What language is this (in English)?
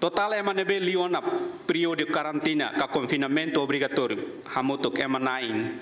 Tetum